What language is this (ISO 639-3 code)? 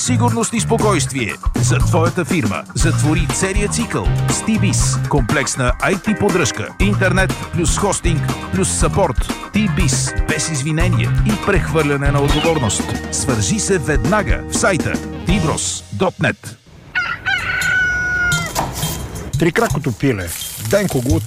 bul